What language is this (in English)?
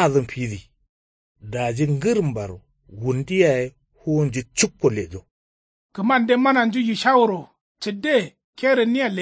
Kanuri